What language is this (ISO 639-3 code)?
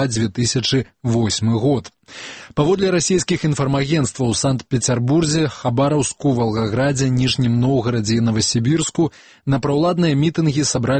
bel